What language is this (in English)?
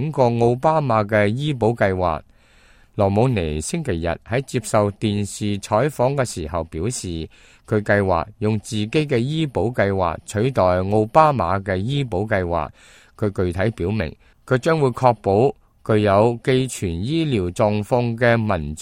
Cantonese